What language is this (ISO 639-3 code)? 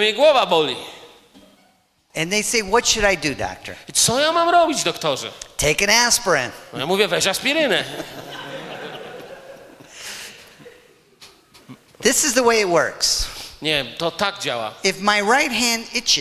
pol